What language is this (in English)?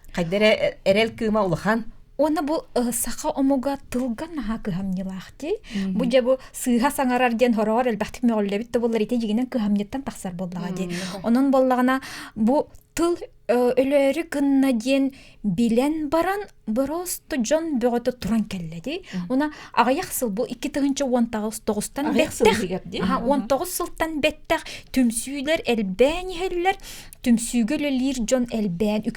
Yakut